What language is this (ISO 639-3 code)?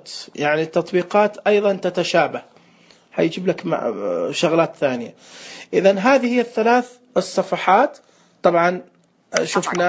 ars